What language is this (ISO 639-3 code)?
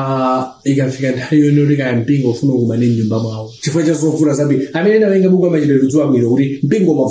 nya